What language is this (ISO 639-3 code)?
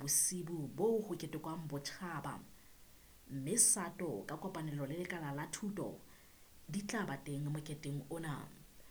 sot